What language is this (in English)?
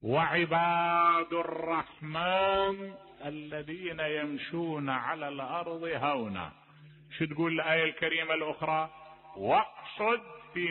Mesopotamian Arabic